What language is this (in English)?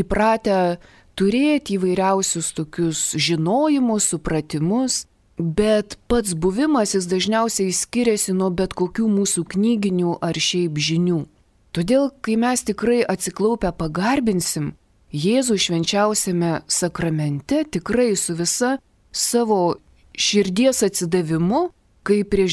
Lithuanian